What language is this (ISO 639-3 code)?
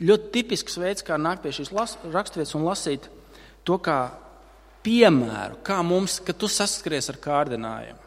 lav